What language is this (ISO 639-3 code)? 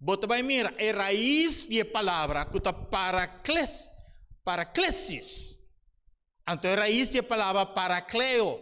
pap